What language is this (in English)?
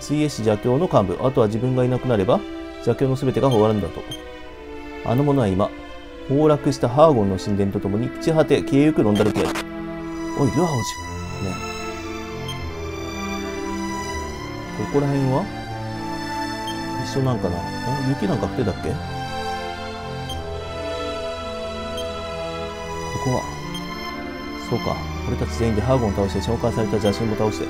Japanese